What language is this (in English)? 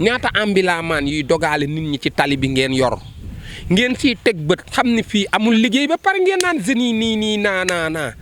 Wolof